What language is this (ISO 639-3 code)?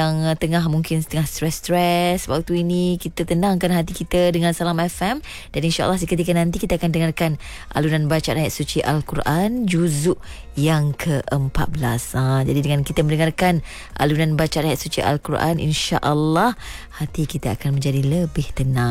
msa